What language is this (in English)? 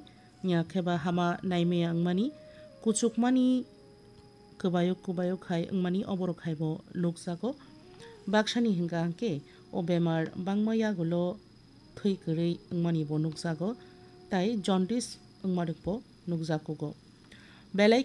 Kok Borok